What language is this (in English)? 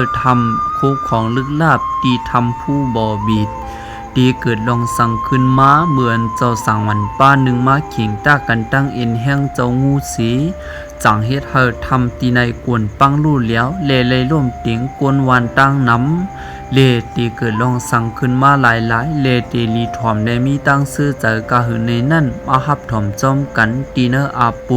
Shan